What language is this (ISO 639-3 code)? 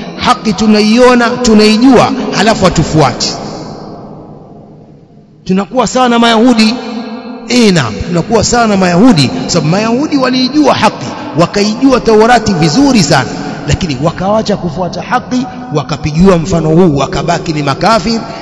swa